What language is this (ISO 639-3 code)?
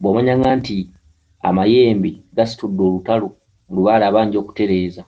lug